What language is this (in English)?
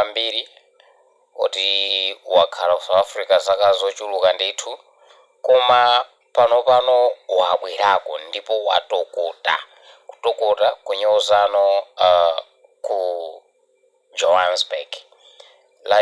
Nyanja